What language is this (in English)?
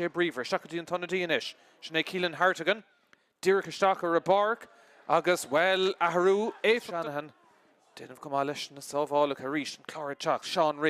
Irish